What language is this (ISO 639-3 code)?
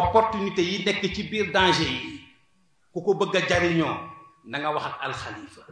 wol